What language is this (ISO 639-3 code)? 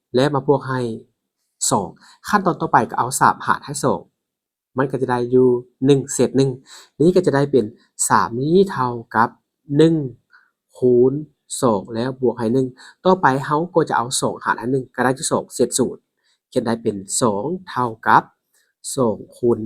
lao